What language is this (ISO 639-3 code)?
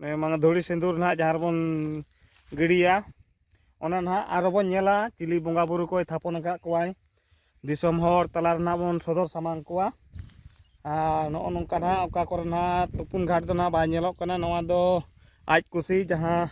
sat